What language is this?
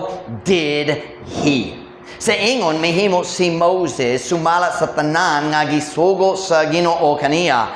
Cebuano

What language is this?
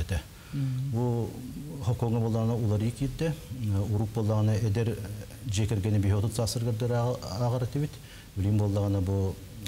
Yakut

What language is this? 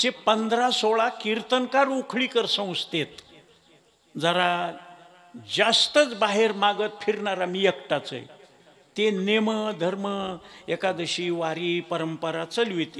Marathi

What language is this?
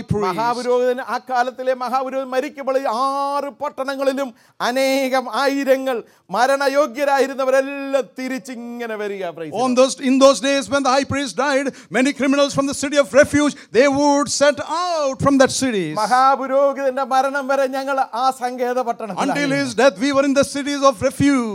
Malayalam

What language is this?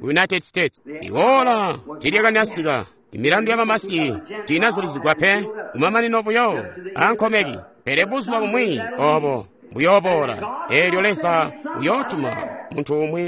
Tonga (Zambia)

